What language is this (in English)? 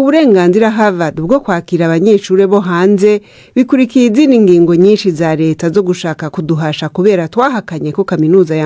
Rundi